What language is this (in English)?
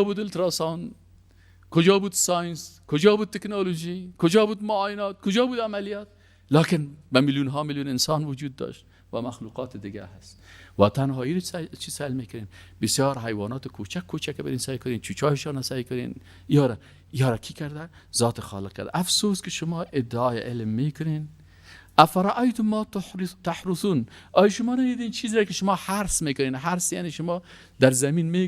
Persian